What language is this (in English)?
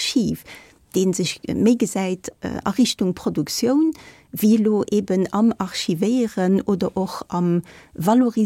Luxembourgish